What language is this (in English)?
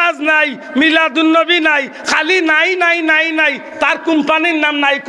Sylheti